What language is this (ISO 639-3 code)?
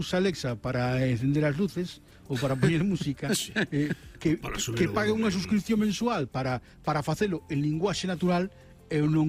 glg